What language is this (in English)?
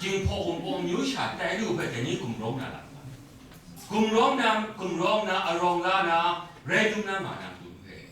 Kachin